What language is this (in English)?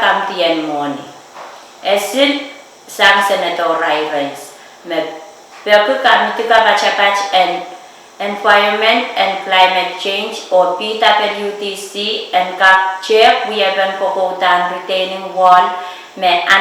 Pohnpeian